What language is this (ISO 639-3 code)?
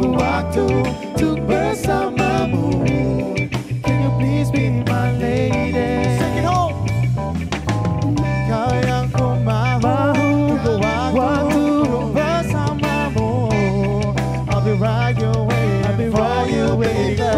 msa